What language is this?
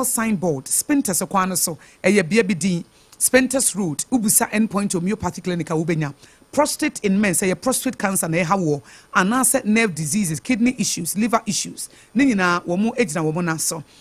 Akan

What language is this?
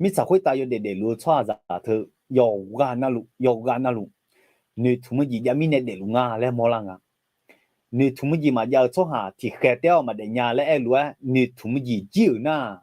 Akha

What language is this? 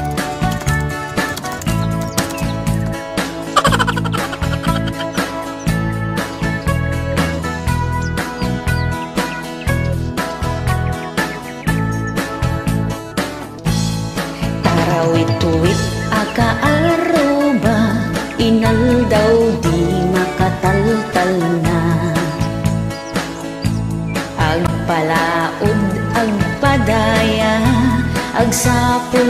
Iloko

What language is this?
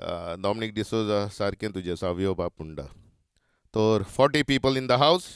Konkani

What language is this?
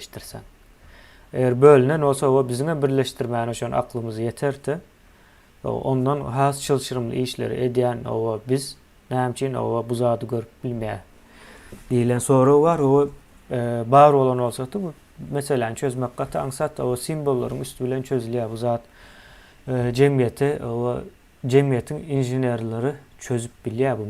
Turkmen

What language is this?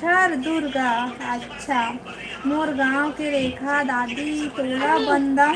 Chhattisgarhi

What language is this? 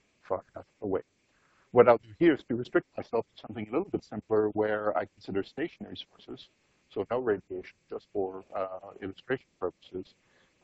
English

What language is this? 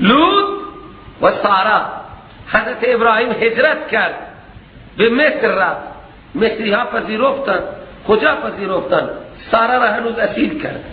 Persian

